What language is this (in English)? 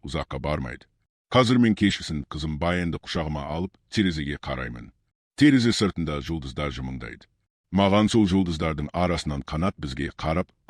Kazakh